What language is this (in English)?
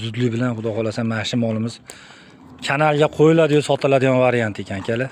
Uzbek